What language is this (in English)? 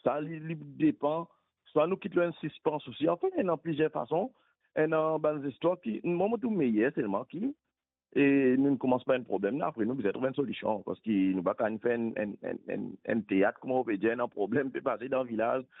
Morisyen